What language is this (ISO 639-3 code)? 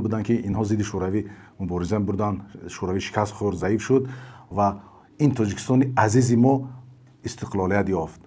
tgk